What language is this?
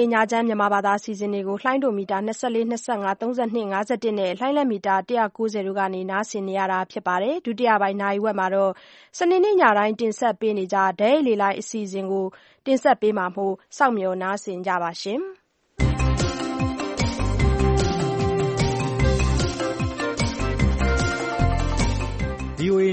Burmese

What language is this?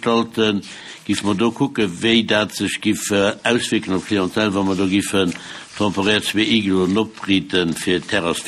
Luxembourgish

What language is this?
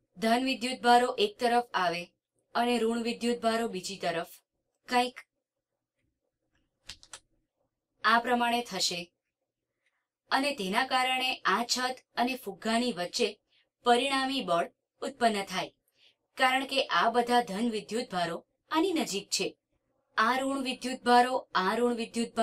Gujarati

